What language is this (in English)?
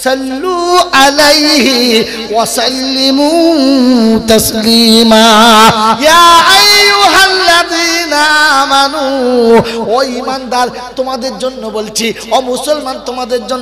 Bangla